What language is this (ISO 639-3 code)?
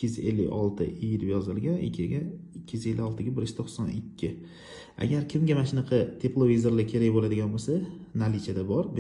uzb